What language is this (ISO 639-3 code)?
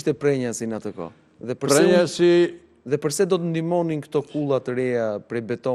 sqi